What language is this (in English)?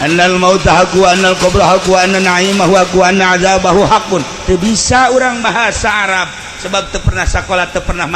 Sundanese